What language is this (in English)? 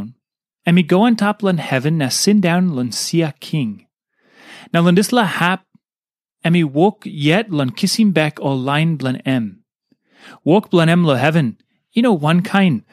Tok Pisin